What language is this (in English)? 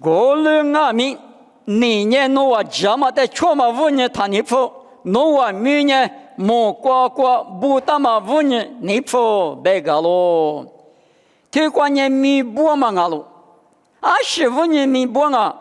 Lisu